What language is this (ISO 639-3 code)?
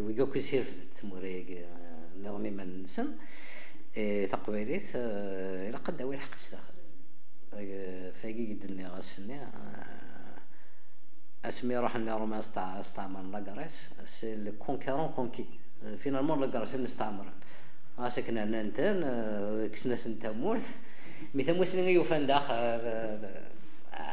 kab